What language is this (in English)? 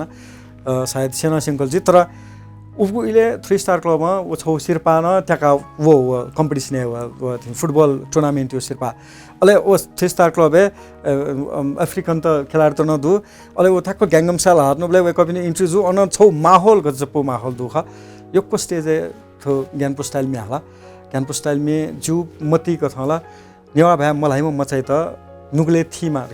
Newari